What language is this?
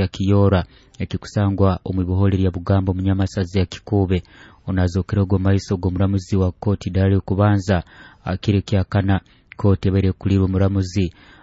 Nyoro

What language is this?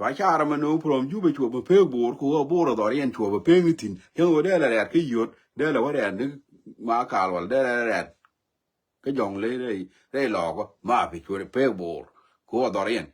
Nuer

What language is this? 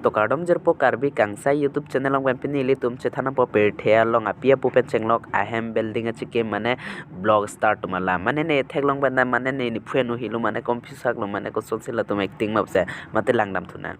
Karbi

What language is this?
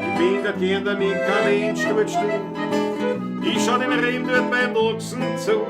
Bavarian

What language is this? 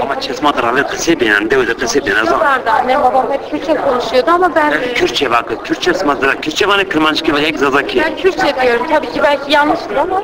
Zaza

